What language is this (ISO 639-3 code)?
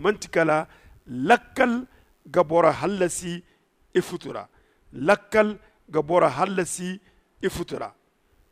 dje